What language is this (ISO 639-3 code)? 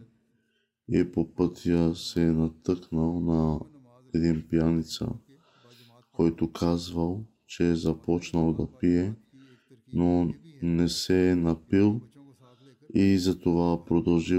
bul